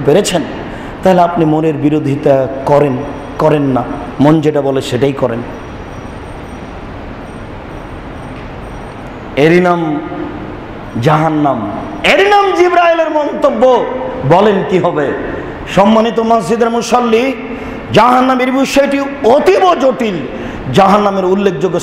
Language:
Bangla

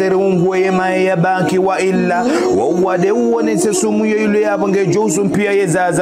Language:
Ngazidja Comorian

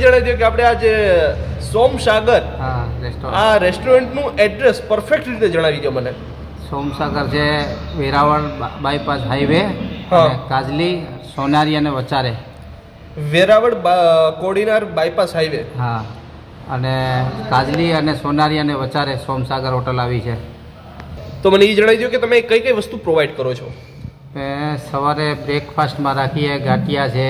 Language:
Gujarati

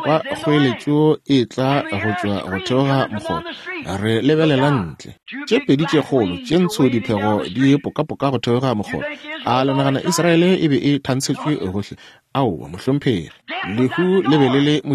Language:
Northern Sotho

